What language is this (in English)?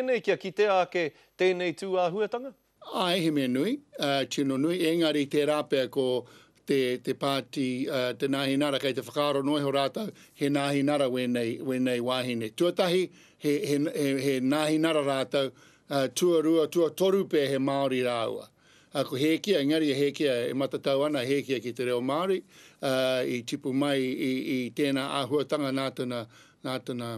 Māori